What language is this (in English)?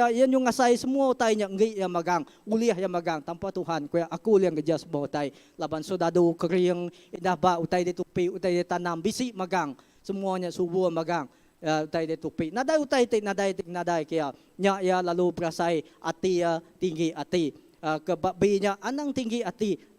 Iban